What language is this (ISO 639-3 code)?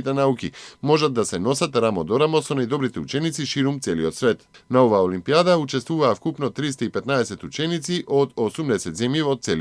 mkd